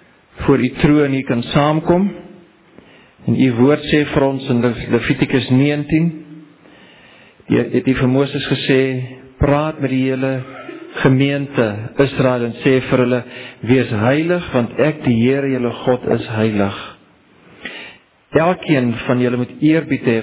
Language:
Afrikaans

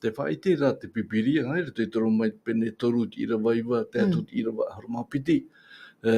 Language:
Tahitian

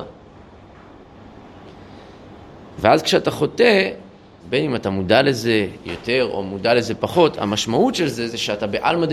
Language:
Hebrew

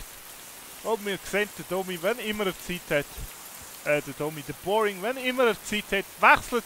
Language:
Swiss German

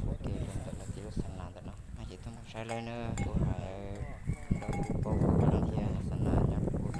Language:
Hmong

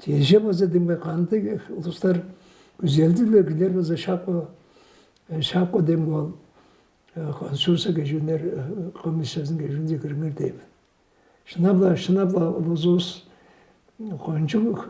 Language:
Tuvinian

